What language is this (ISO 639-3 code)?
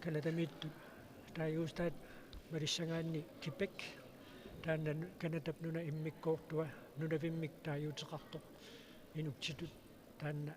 kal